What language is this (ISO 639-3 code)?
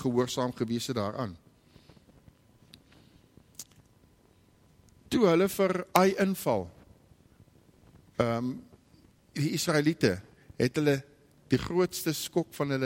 afr